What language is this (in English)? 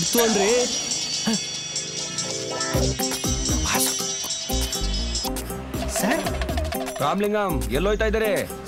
Kannada